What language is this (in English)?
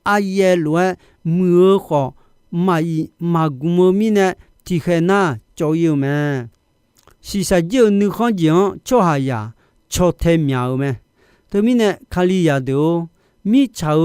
Akha